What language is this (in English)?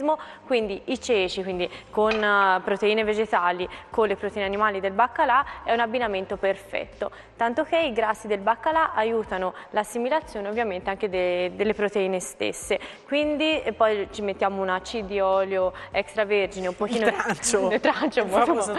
Italian